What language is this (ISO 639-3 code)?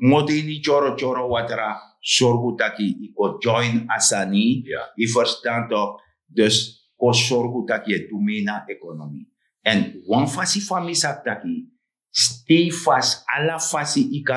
srn